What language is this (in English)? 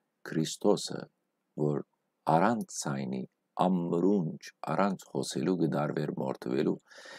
Western Armenian